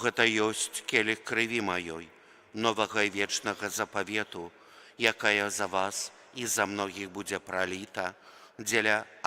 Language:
Belarusian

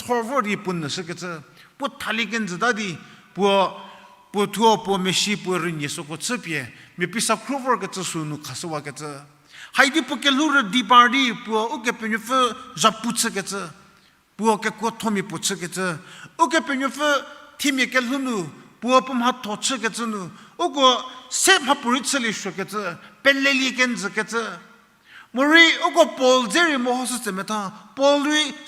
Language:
Angami Naga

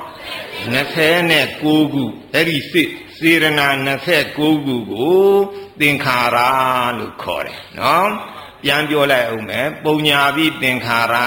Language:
Burmese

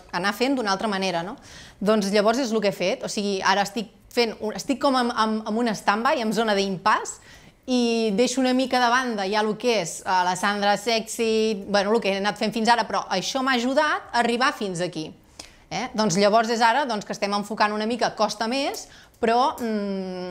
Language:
Catalan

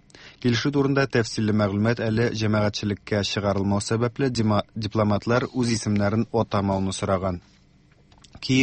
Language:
Tatar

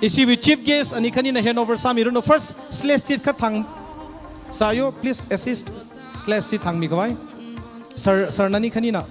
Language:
Tangkhul Naga (India)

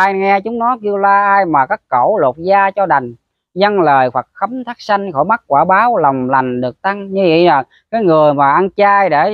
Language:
Vietnamese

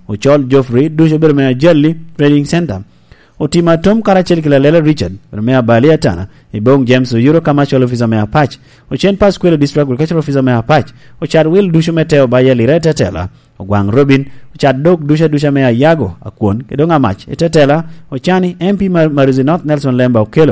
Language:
Lango (Uganda)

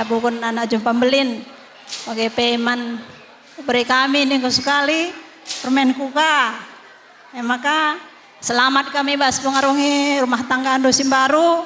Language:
Batak Karo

